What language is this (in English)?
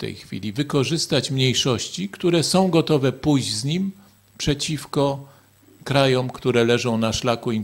Polish